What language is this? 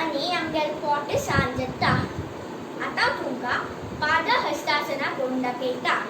Konkani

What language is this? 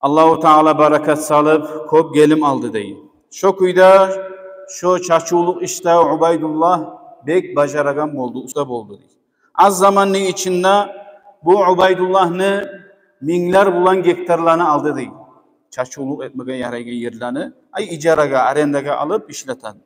Kumyk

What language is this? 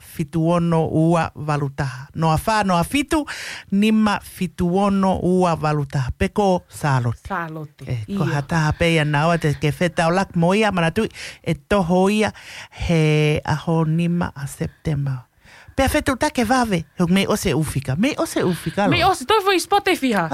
Tongan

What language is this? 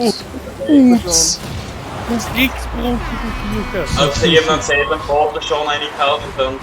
Bavarian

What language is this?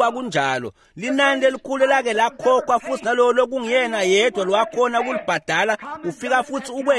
Swati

